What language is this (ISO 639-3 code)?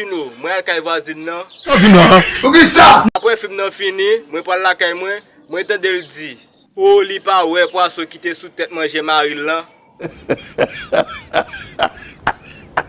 hat